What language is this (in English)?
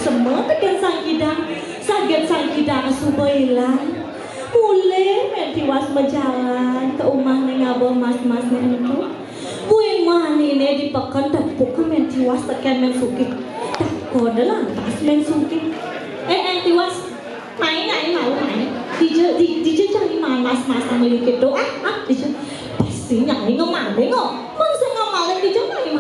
Balinese